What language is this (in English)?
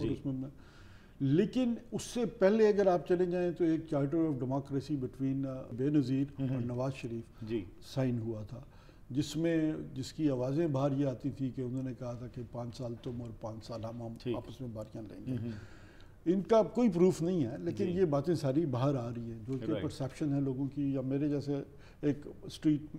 Urdu